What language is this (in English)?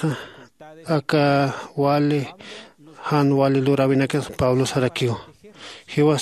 Aymara